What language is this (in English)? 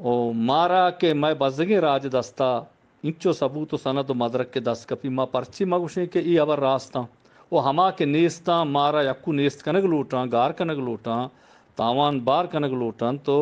Eastern Balochi